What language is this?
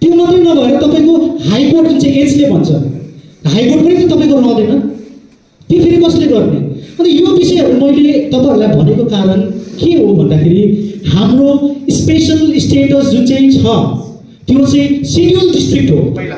Nepali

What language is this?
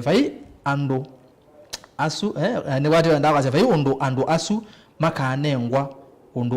Kamba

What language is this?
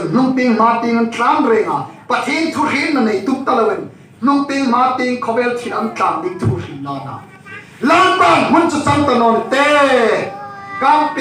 Hmar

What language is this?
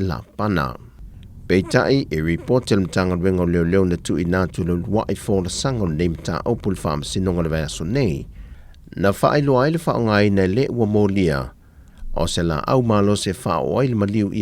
Samoan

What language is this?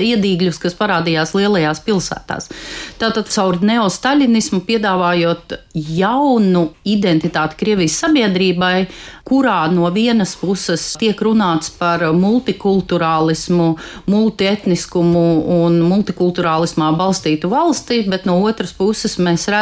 Latvian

